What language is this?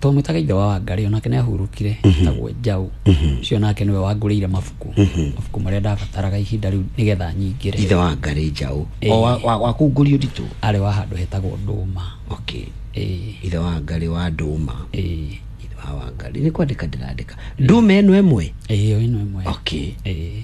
Kikuyu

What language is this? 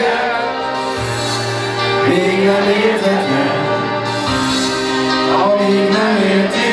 Hungarian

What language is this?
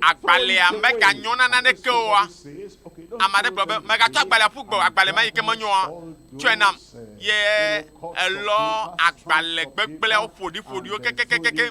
Ewe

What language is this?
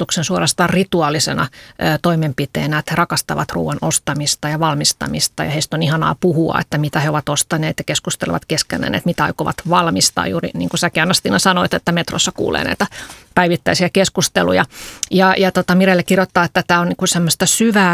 Finnish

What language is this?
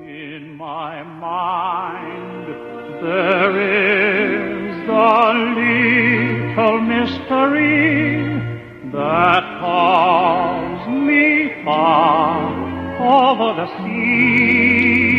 Hawaiian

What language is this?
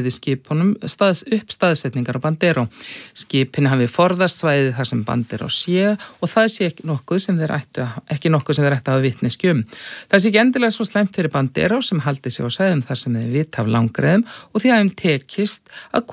Icelandic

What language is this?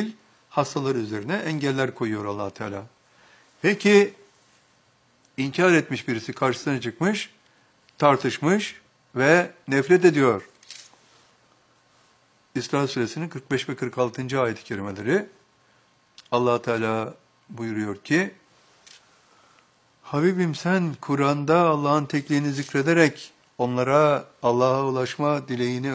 Turkish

